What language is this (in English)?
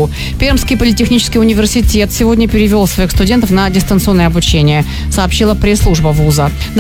Russian